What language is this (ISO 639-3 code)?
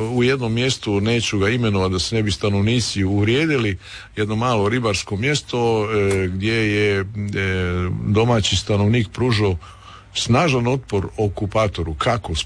hrv